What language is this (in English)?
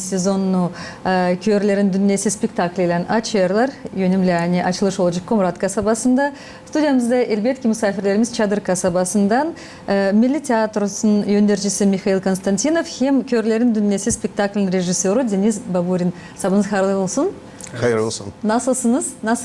Gagauz